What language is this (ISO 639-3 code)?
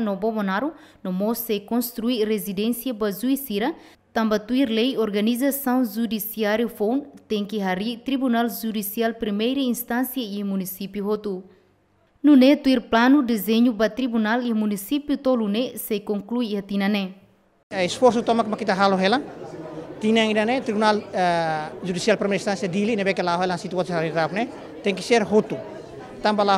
tet